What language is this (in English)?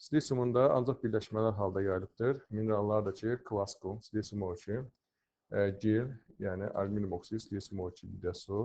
Azerbaijani